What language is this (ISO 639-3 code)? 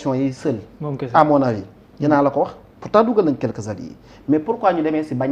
wol